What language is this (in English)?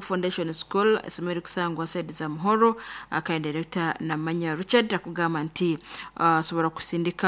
Nyoro